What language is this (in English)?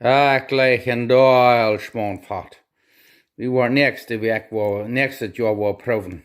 Plautdietsch